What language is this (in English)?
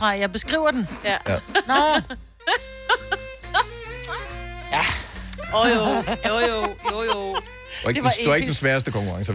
Danish